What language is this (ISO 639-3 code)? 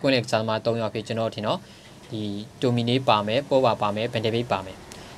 mya